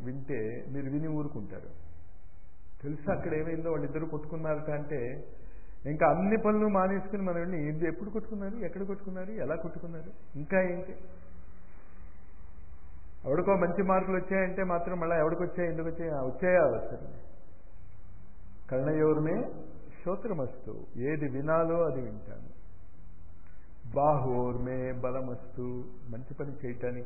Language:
Telugu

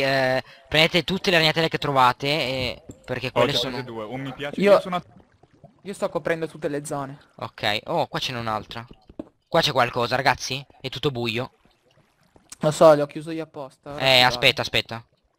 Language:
Italian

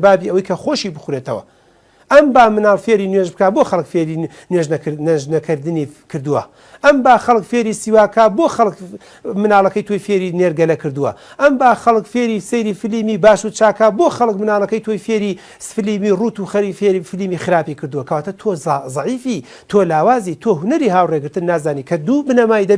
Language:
Central Kurdish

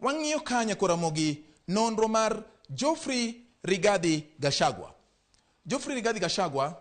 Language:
Luo (Kenya and Tanzania)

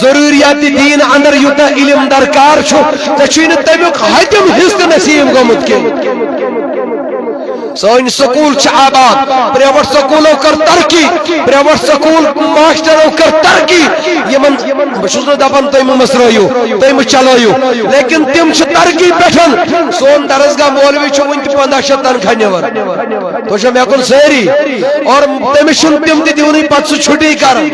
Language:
Kashmiri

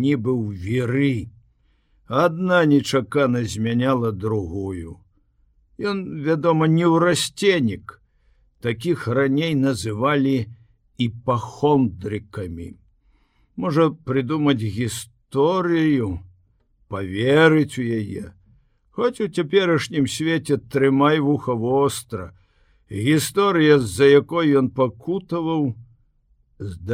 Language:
Belarusian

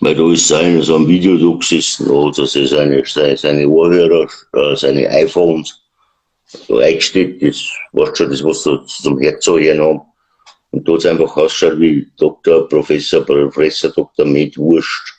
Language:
Bavarian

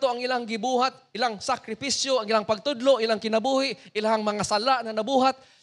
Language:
Cebuano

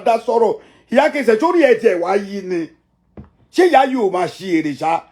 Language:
Yoruba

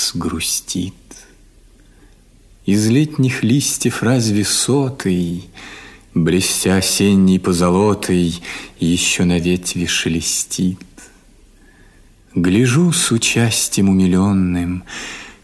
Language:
Russian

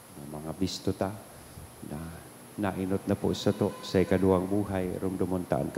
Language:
Bikol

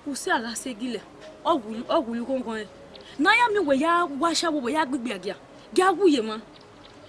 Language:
Bini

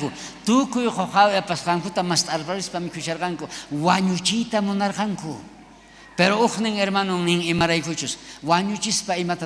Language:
South Bolivian Quechua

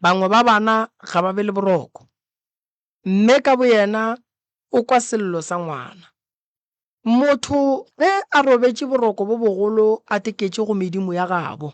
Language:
Northern Sotho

